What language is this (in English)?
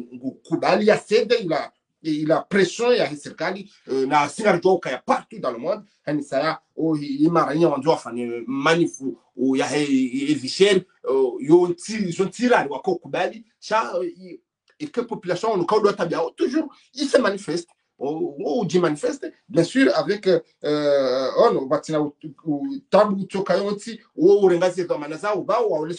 Swahili